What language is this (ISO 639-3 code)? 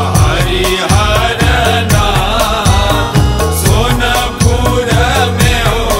mai